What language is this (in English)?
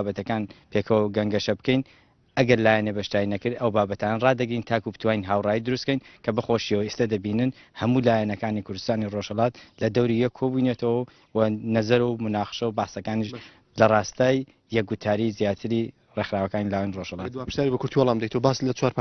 Central Kurdish